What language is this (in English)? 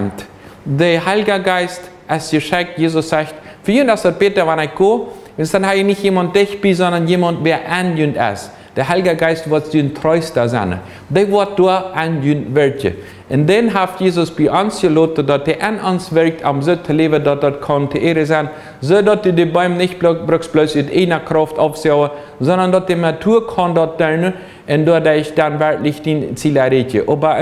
Plautdietsch